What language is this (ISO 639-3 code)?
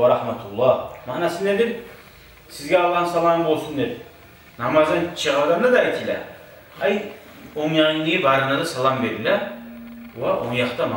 kum